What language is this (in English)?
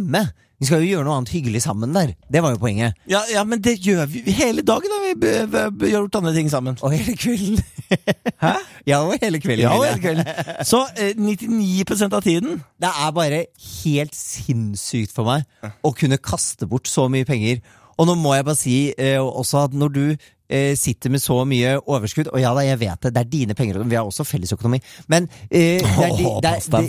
Norwegian